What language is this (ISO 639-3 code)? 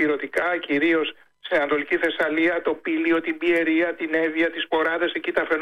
ell